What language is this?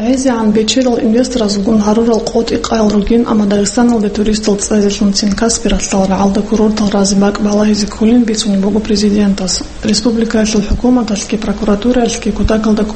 Avaric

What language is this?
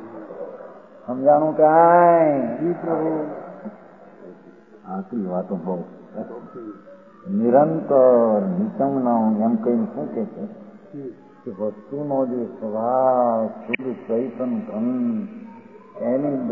Gujarati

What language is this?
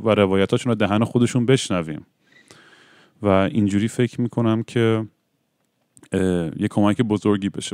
Persian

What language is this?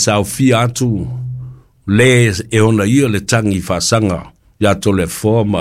Samoan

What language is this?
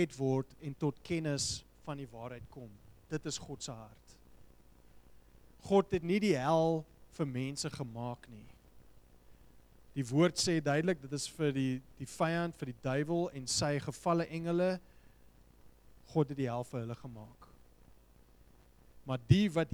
Afrikaans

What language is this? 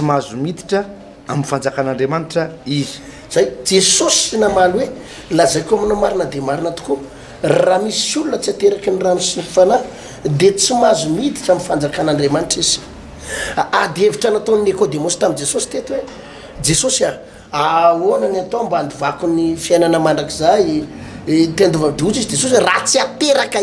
Malagasy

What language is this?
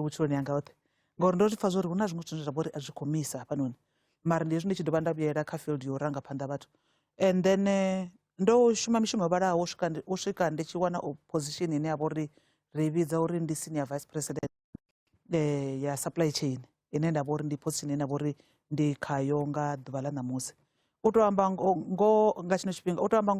Venda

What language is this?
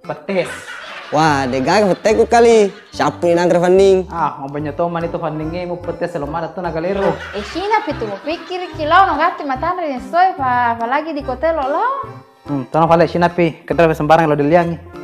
Buginese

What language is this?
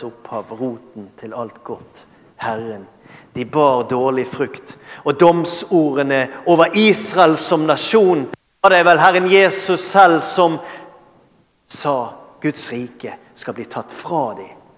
Norwegian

